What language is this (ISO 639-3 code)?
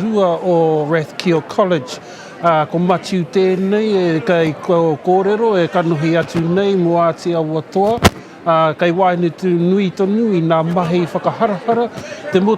mri